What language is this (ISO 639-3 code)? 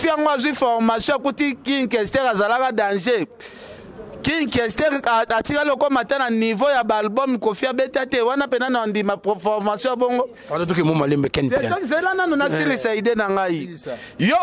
lin